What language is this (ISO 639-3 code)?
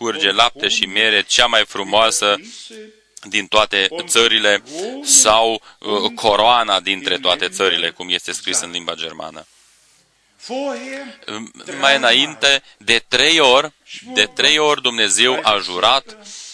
ron